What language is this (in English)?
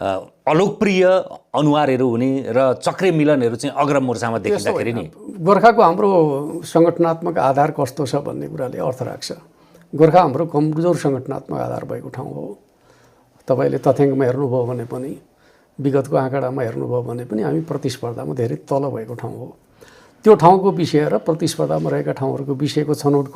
Nepali